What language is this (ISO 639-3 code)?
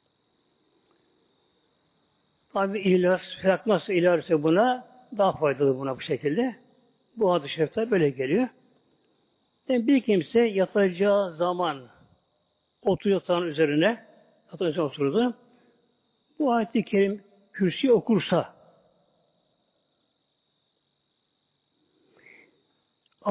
tur